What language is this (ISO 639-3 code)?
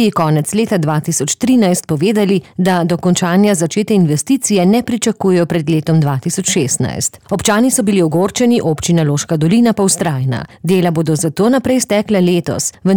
slv